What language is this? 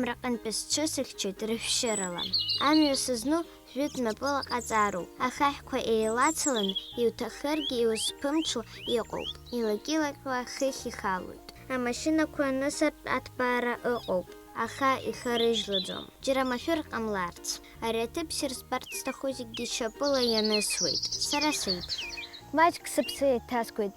Abkhazian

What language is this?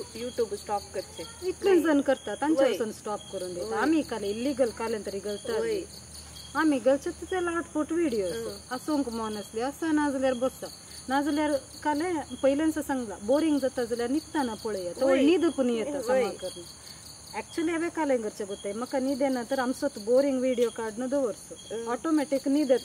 Konkani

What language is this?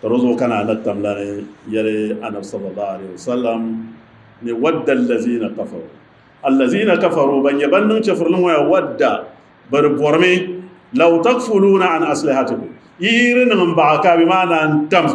Dagbani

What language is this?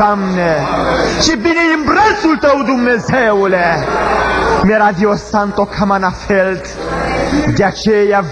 Romanian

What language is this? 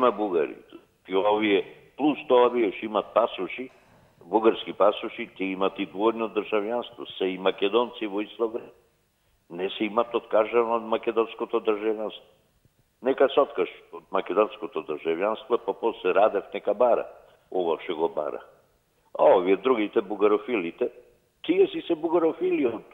Macedonian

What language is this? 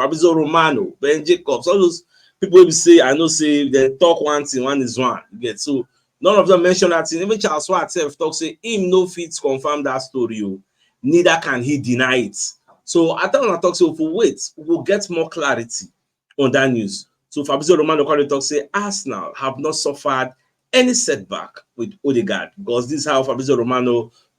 Nigerian Pidgin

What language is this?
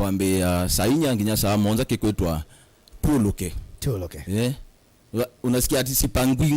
Kamba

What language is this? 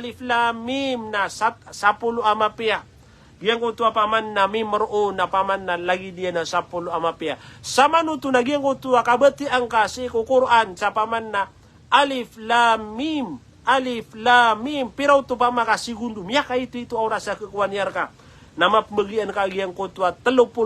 Maranao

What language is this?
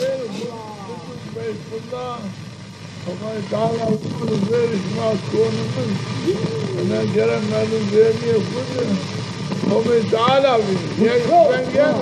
Zaza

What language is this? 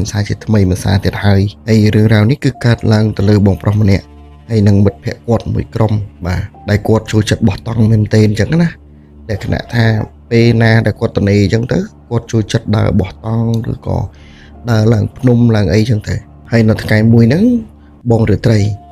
Khmer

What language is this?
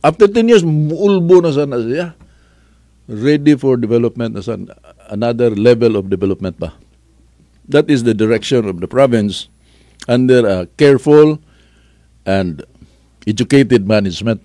Cebuano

